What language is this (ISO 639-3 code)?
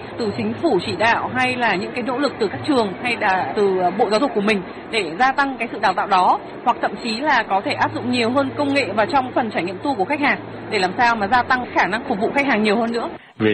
vie